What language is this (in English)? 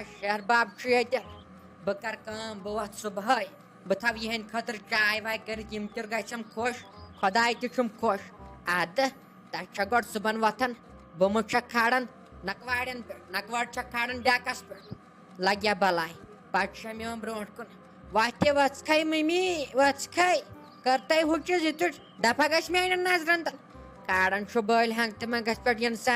Kashmiri